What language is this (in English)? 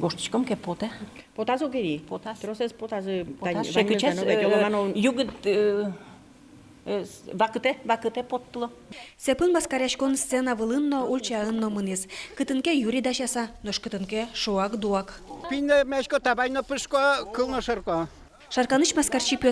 Udmurt